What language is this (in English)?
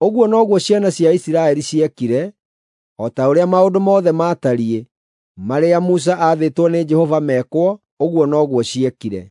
Kikuyu